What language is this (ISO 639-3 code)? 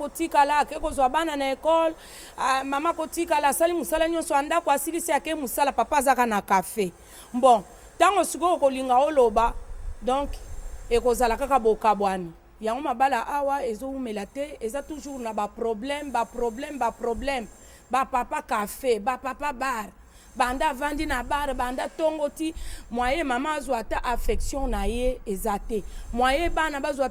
lin